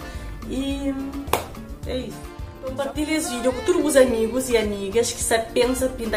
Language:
Kabuverdianu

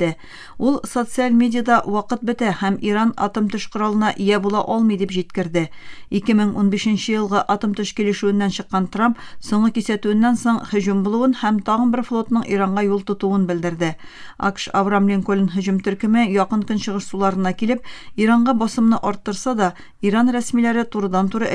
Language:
Tatar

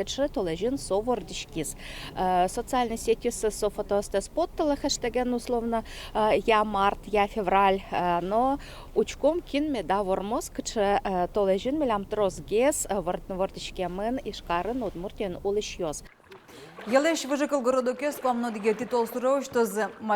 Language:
Udmurt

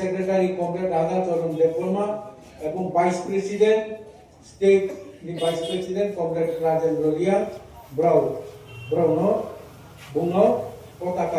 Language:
Riang (India)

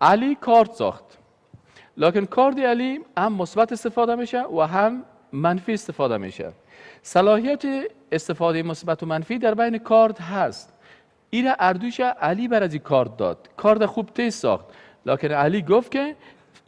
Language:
Persian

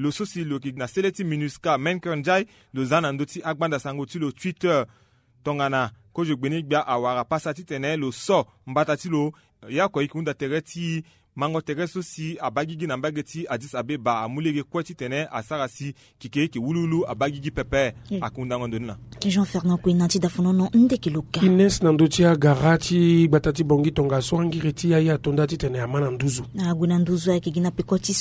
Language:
Sango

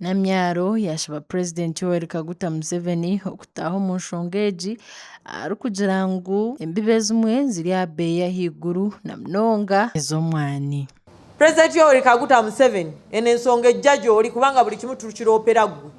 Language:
Nyankole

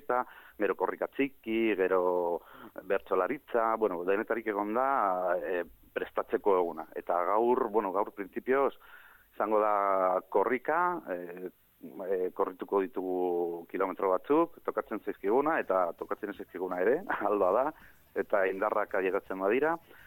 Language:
Basque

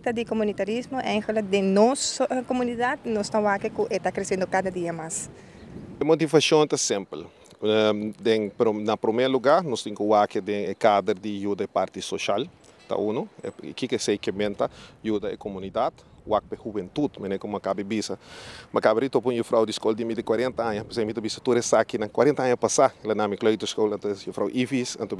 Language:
Papiamento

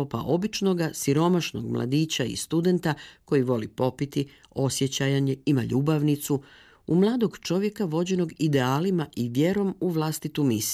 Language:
Croatian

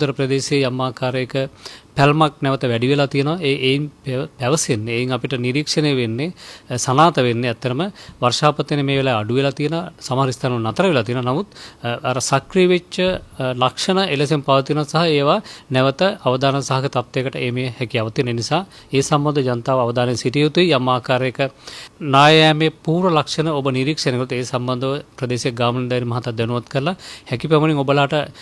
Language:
Sinhala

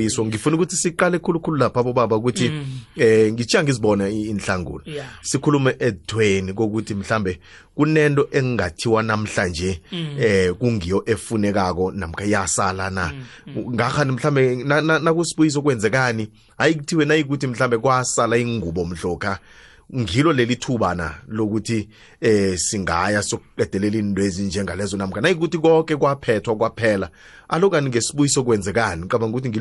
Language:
South Ndebele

